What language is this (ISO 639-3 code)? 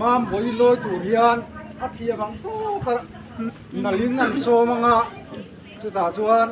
lus